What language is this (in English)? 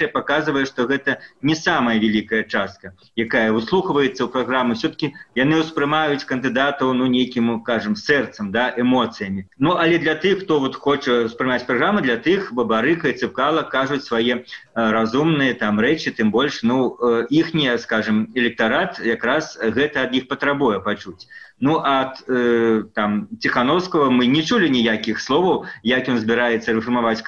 Belarusian